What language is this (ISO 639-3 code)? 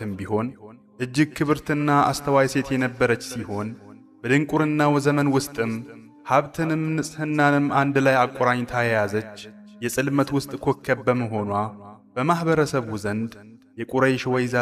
amh